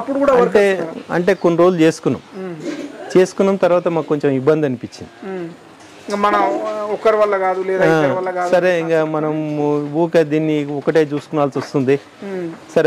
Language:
Telugu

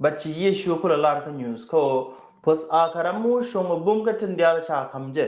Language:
Nuer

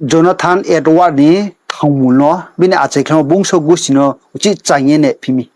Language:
Riang (India)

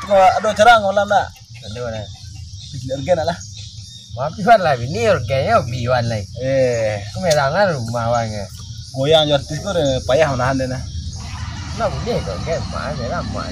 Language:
Minangkabau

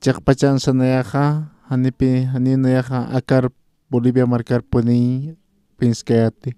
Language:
Aymara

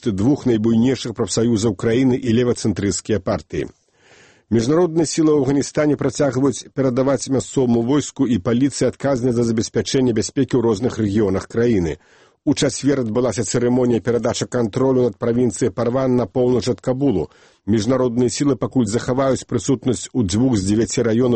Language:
Belarusian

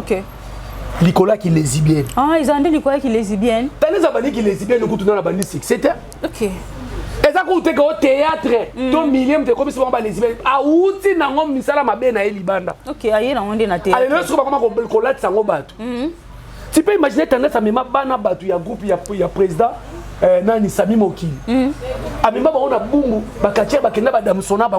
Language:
Lingala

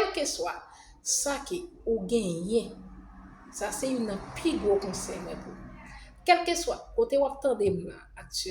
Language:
Haitian Creole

